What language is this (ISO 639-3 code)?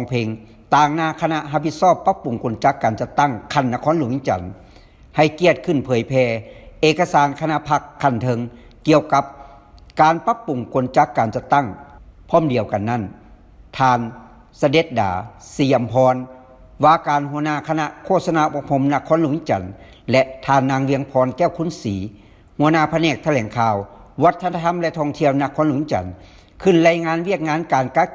lao